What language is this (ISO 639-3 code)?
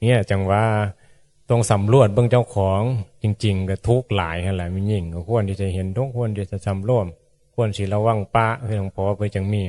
tts